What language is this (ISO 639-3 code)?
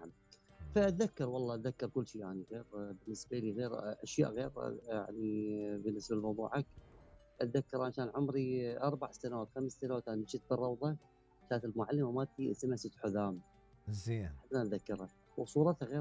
acm